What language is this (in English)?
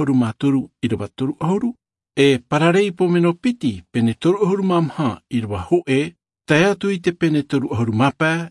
Tahitian